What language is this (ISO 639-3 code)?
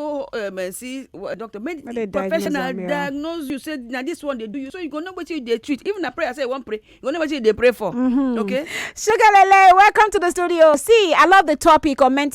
pcm